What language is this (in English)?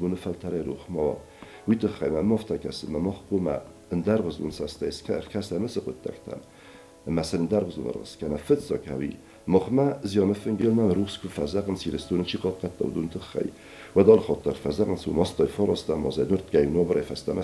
Ossetic